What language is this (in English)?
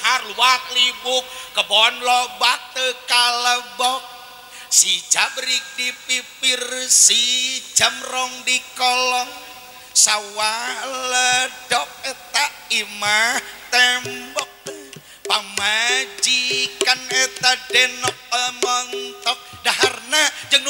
Sundanese